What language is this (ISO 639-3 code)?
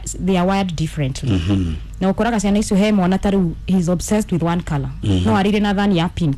kik